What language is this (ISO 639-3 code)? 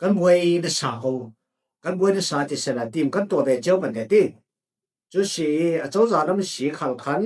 cfm